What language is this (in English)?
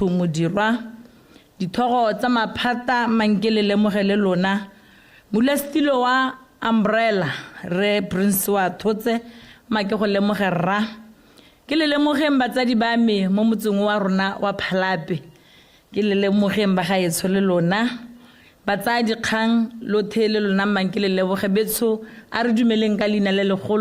Tswana